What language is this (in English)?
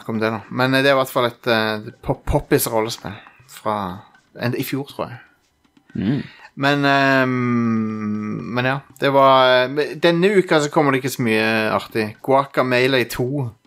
Norwegian